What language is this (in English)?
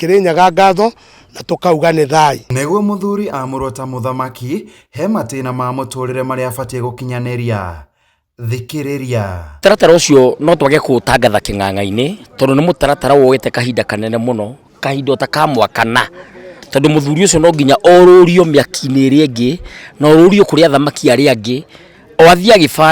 Kikuyu